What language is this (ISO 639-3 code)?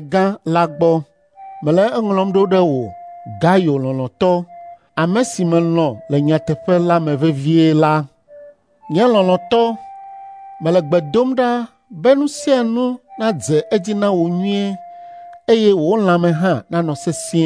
ewe